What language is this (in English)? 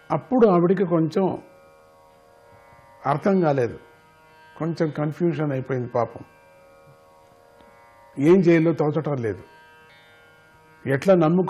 Telugu